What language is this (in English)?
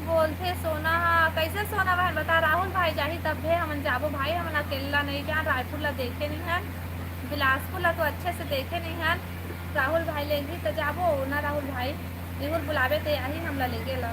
Chhattisgarhi